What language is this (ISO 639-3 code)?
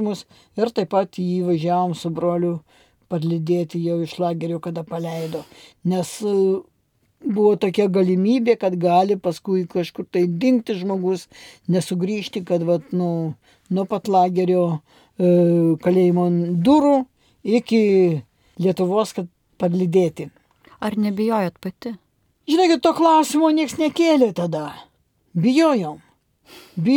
lit